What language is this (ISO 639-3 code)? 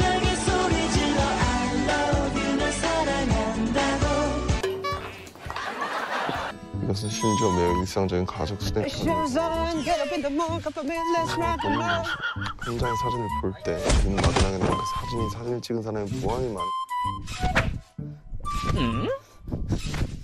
kor